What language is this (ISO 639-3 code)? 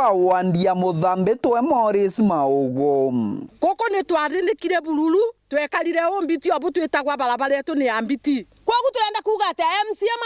mer